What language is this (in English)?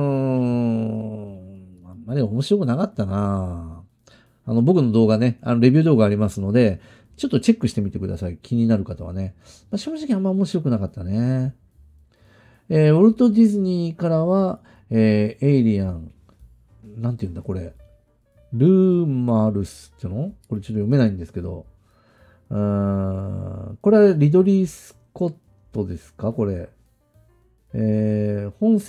Japanese